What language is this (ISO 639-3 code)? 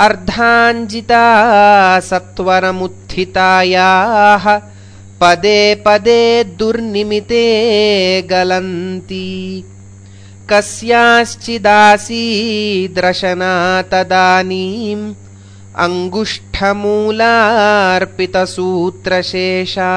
san